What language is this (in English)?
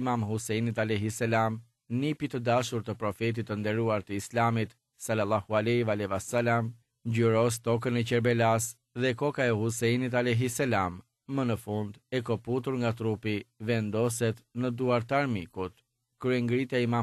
Albanian